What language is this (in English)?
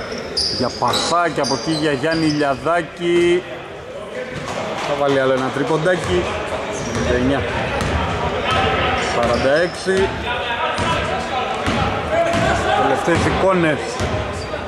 Greek